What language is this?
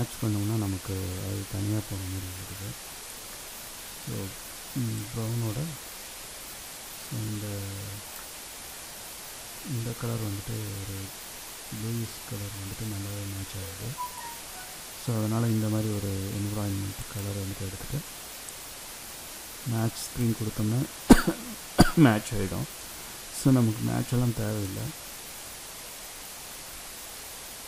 Tamil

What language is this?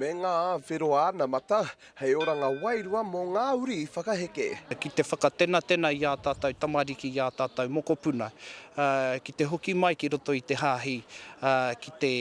Māori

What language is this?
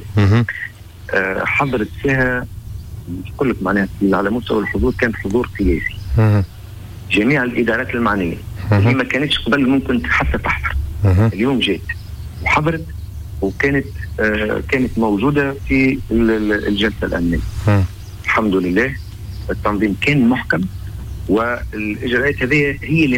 Tunisian Arabic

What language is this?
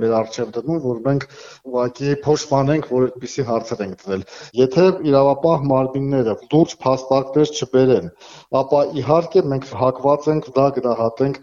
Armenian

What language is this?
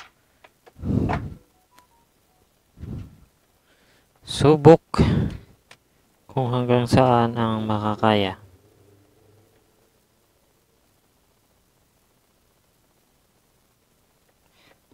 Filipino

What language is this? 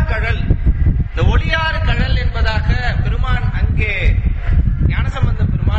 Tamil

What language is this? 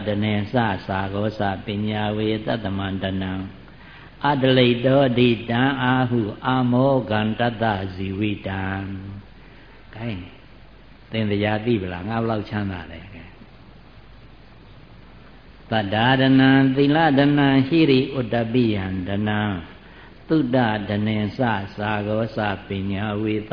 Burmese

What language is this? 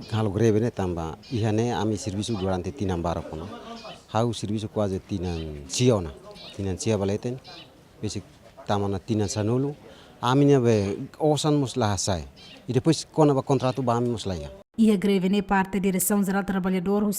Tetum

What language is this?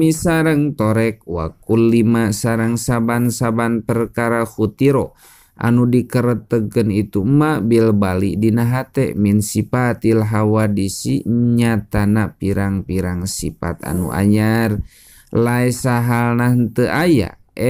Sundanese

